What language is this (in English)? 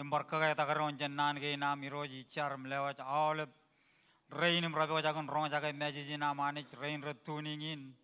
Marshallese